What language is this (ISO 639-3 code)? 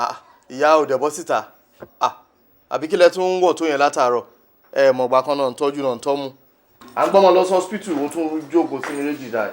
yor